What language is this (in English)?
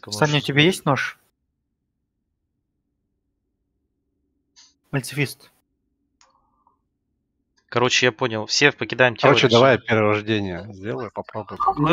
Russian